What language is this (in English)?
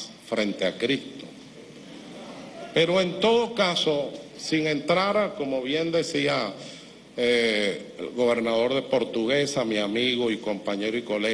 Spanish